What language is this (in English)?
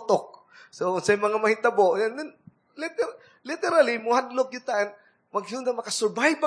Cebuano